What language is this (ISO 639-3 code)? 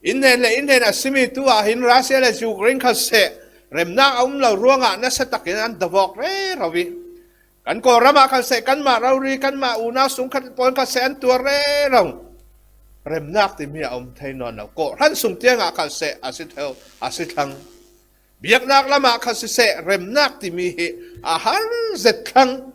cfm